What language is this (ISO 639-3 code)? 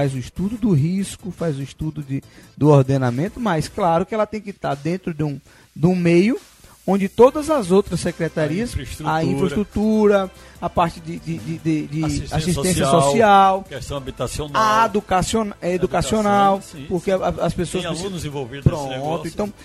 por